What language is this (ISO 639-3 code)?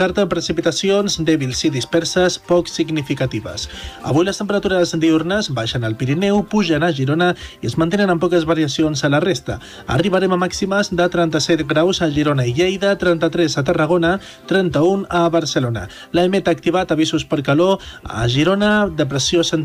cat